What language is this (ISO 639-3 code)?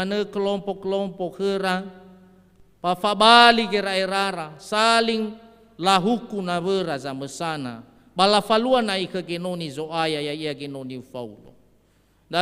nia